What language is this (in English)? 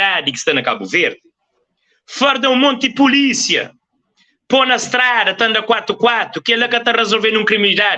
Kabuverdianu